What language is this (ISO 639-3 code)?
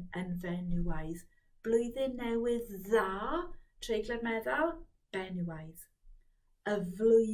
cym